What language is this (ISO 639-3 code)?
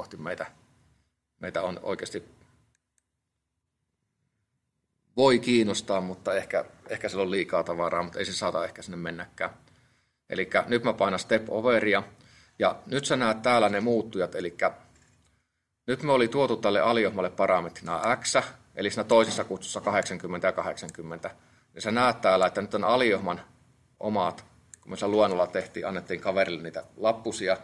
fin